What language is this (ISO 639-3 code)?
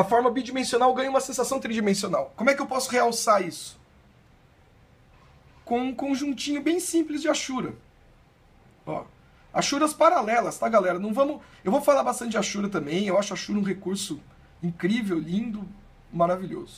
por